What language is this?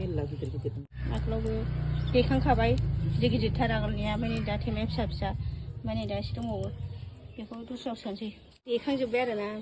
Bodo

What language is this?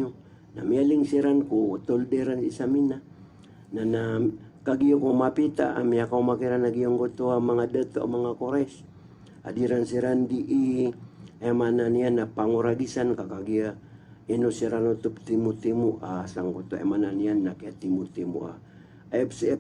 Maranao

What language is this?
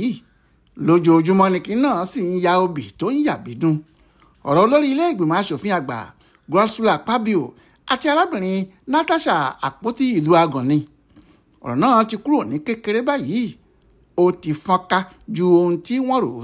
Yoruba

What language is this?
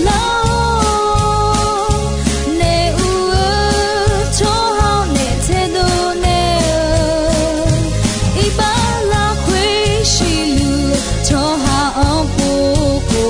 Akha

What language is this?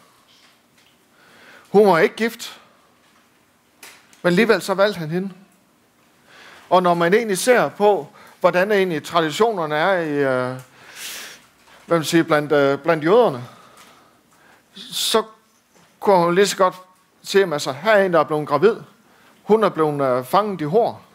Danish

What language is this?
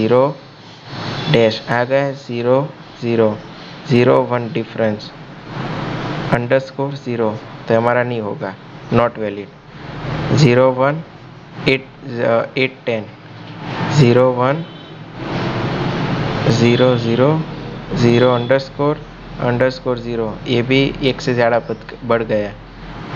Hindi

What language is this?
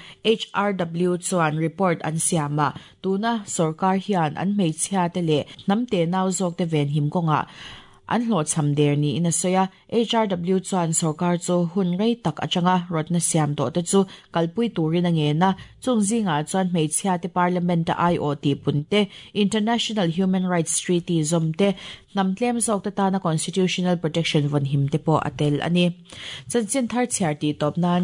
Mizo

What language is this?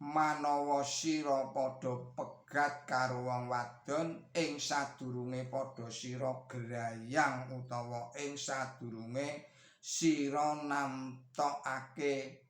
Javanese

